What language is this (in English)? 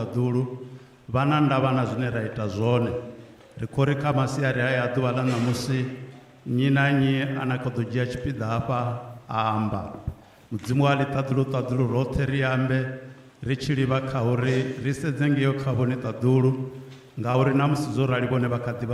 Venda